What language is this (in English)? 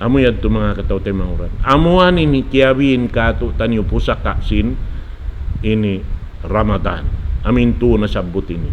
Tausug